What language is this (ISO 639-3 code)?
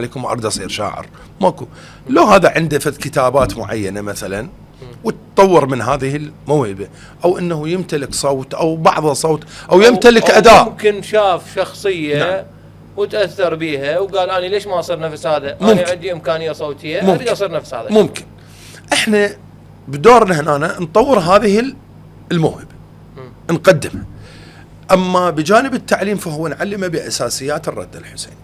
acm